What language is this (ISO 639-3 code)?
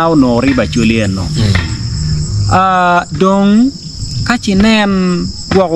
ach